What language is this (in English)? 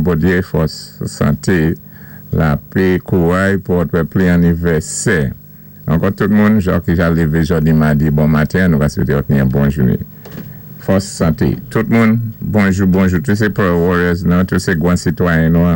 Saint Lucian Creole French